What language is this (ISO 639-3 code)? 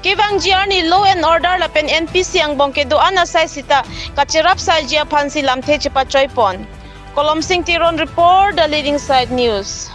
mjw